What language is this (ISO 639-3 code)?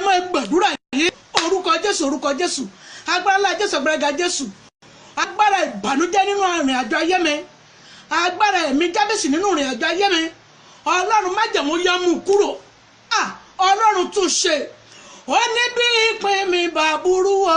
yor